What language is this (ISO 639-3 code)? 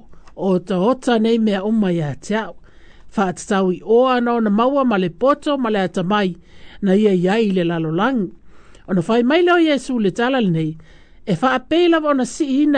smo